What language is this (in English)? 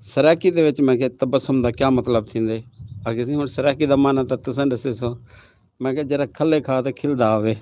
Saraiki